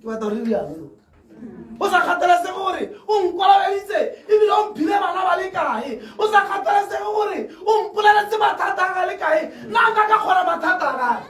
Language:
Tswana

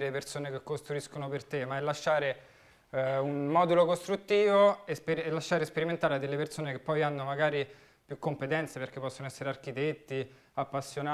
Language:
Italian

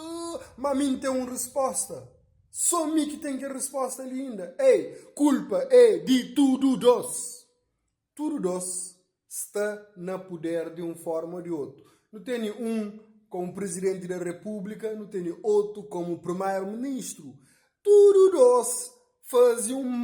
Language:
Kabuverdianu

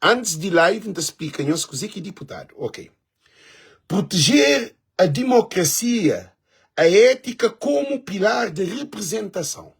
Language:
Kabuverdianu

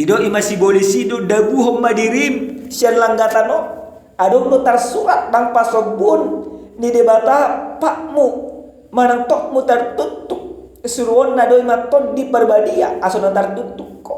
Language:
Batak Toba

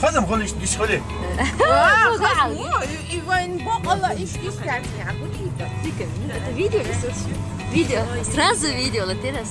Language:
Chechen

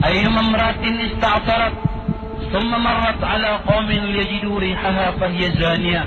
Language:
Maranao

